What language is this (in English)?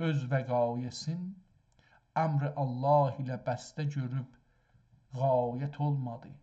South Azerbaijani